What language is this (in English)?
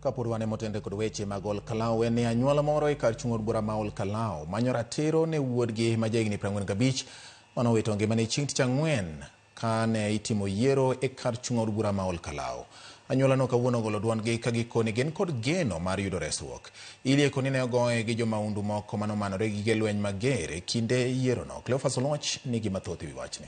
Luo (Kenya and Tanzania)